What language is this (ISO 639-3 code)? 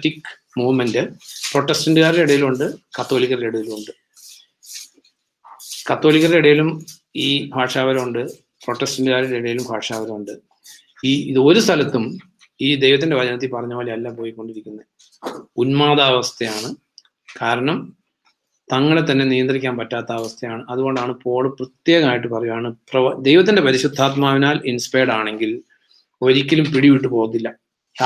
mal